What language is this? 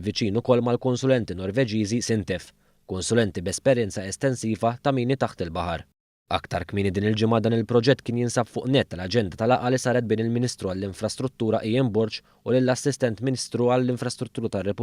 Maltese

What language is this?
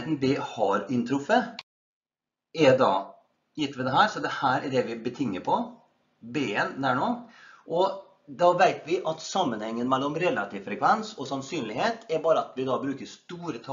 Norwegian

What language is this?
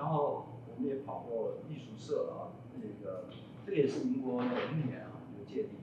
Chinese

